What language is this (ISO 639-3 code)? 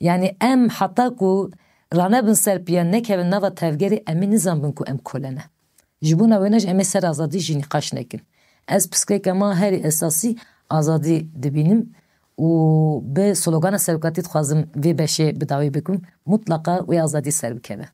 kur